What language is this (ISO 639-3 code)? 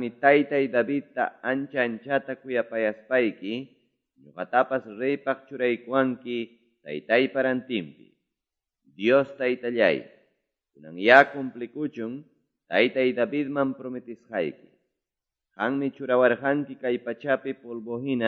que